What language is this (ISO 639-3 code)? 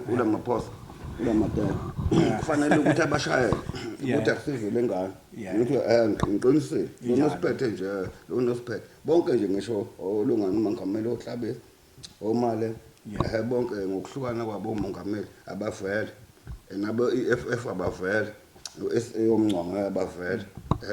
zul